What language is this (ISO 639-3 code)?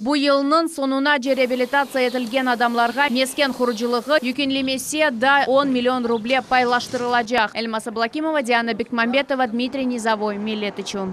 crh